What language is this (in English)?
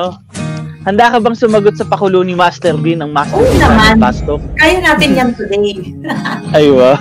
Filipino